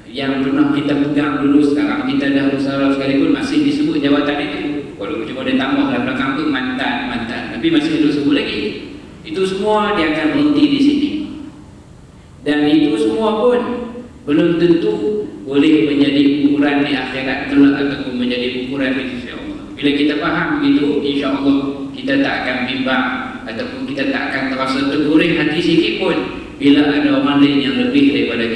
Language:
Malay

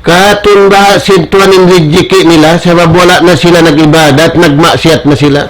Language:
Tausug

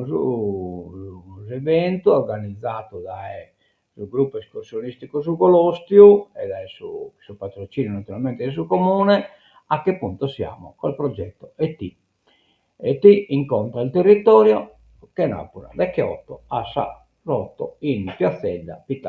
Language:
Sardinian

